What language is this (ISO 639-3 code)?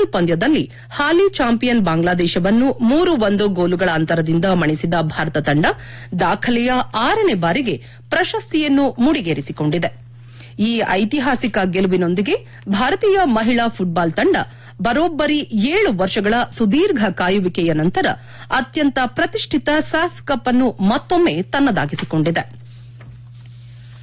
kan